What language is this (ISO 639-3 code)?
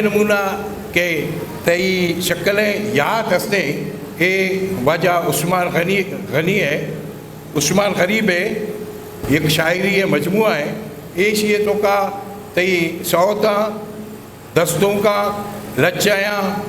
bgp